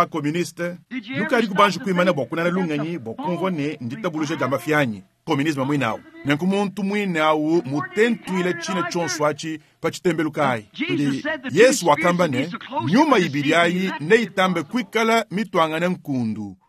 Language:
Luba-Lulua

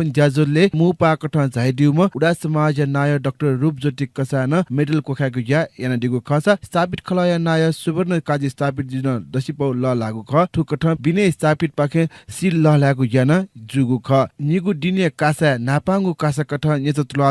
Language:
Newari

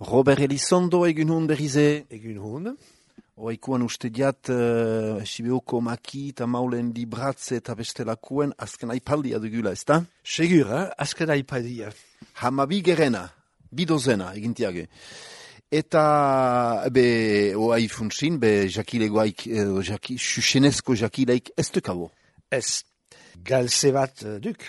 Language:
Basque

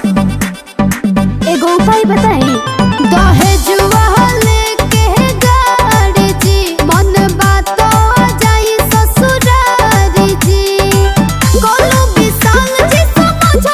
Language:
Bhojpuri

